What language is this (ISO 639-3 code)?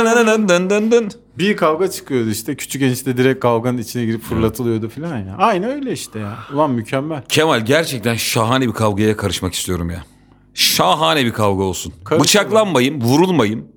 tur